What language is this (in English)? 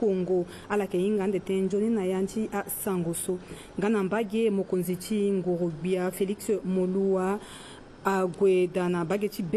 Sango